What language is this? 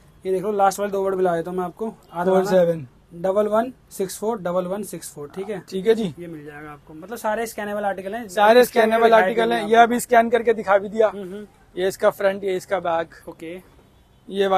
Hindi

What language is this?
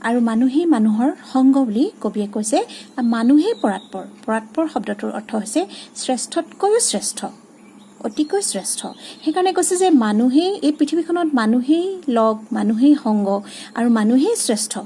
Assamese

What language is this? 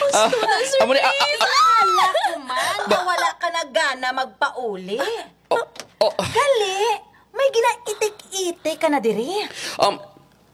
Hiligaynon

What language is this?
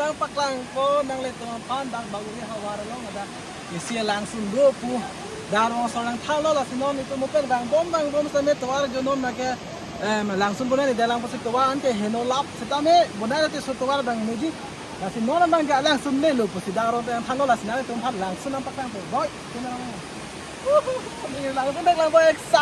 Karbi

